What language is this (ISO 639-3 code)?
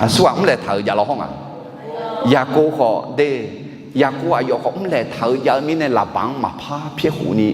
ahk